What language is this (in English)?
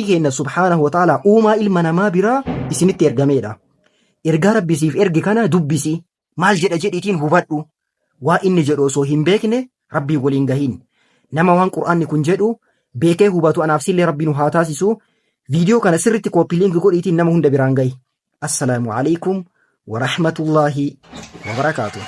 Oromo